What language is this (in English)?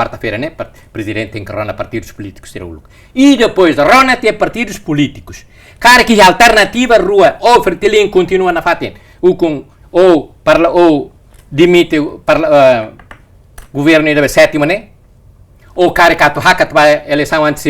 Tetum